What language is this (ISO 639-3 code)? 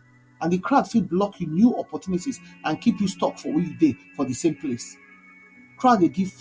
pcm